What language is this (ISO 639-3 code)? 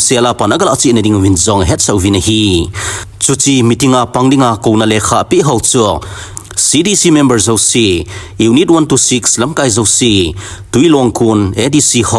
tcz